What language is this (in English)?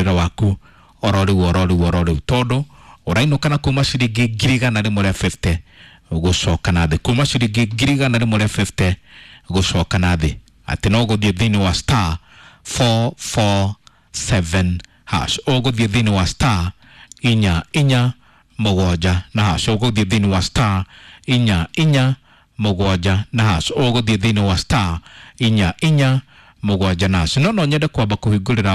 Kikuyu